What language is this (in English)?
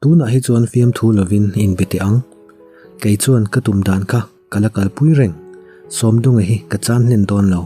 Mizo